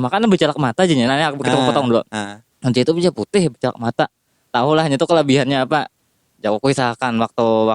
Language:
Banjar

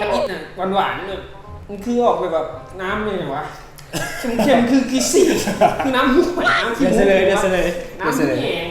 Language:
Lao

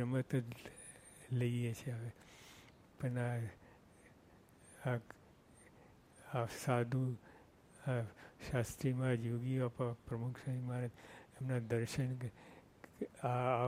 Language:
Gujarati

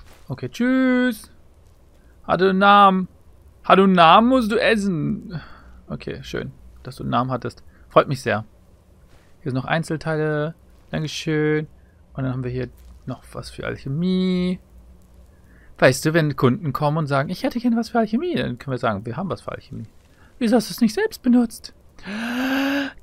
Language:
German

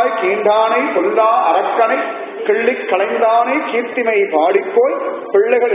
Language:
Tamil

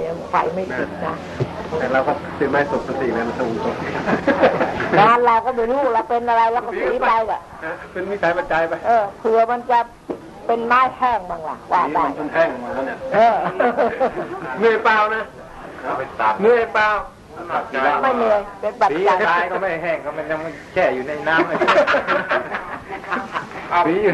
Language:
Thai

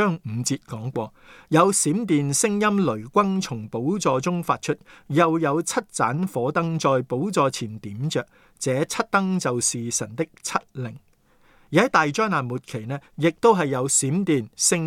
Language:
Cantonese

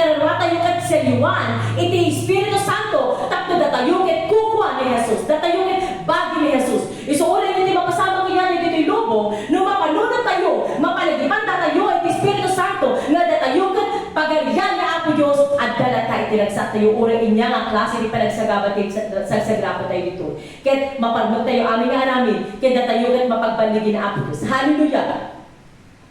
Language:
Iloko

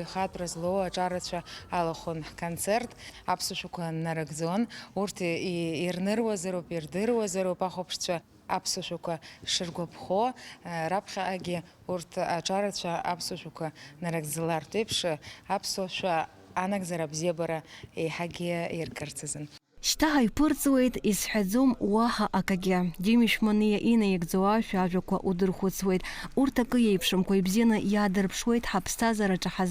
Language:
Abkhazian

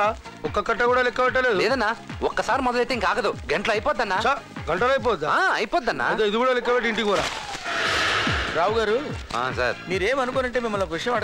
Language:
Telugu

